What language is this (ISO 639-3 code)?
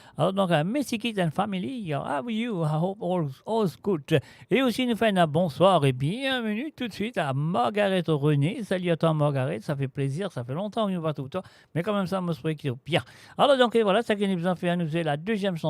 mfe